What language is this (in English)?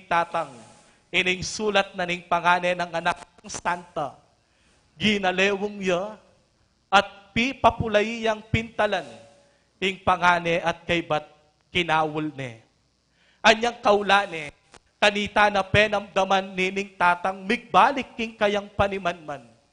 Pampanga